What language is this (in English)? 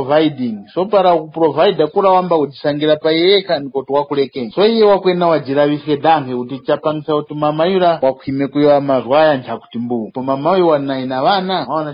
Tumbuka